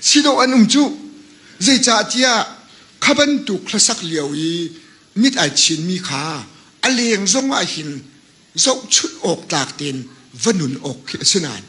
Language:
Hakha Chin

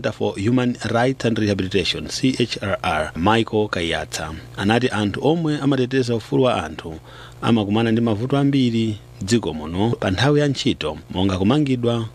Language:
Nyanja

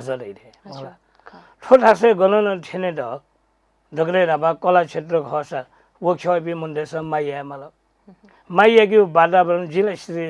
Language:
Newari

